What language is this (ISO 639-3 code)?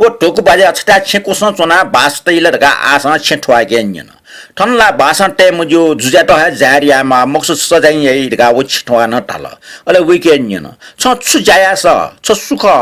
new